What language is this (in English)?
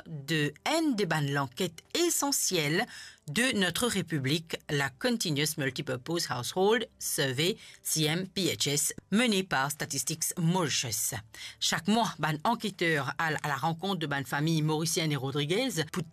Morisyen